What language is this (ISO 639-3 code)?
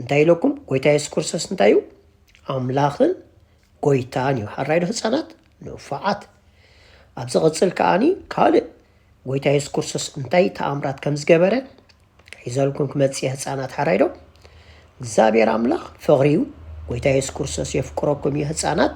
tir